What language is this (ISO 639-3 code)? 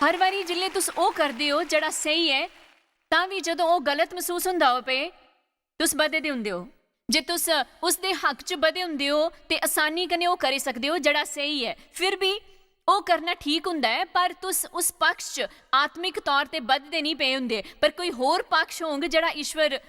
doi